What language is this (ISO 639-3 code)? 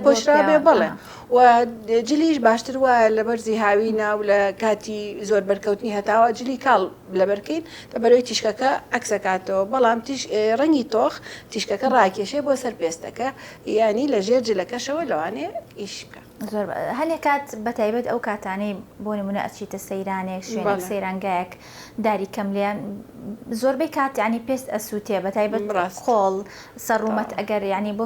ckb